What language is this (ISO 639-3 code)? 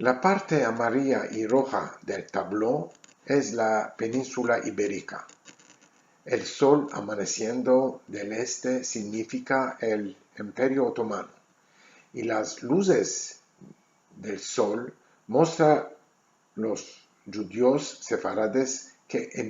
lad